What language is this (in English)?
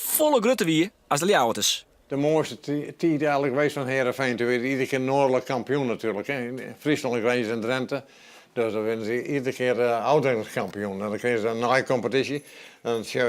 Western Frisian